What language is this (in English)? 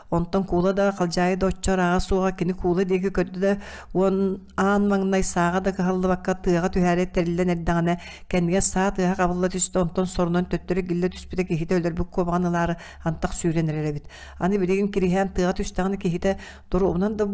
Yakut